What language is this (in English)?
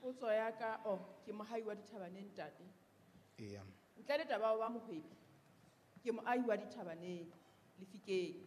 Southern Sotho